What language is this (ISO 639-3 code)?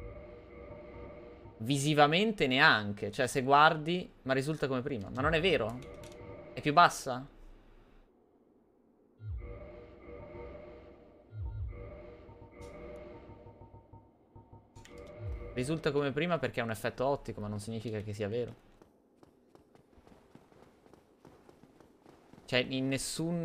ita